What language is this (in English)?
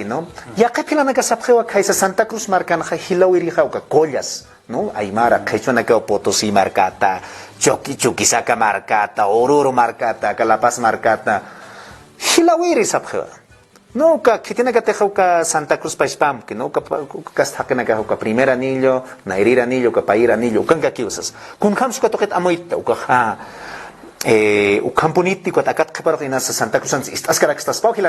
Aymara